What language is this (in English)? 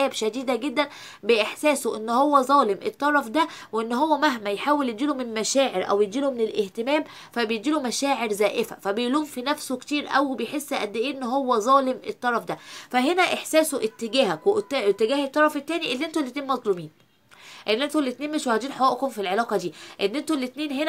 Egyptian Arabic